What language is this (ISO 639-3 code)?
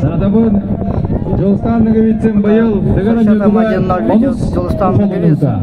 sah